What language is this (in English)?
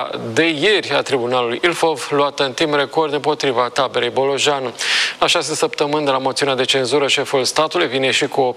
Romanian